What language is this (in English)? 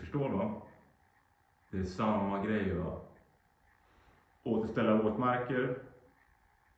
Swedish